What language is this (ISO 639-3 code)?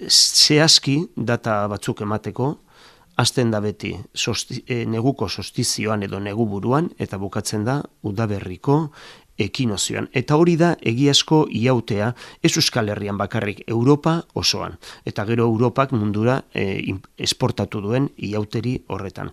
eus